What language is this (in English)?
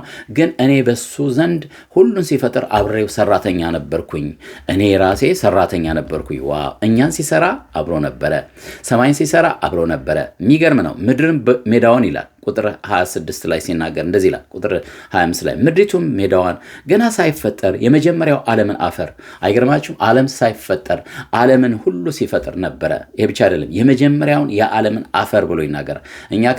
Amharic